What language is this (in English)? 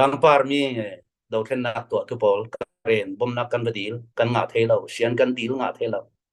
Falam Chin